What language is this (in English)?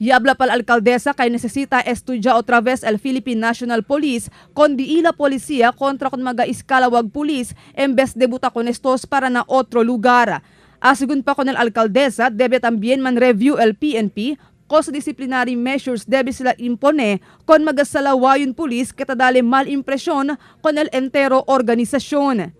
Chavacano